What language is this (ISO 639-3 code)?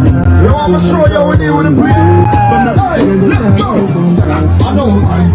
jam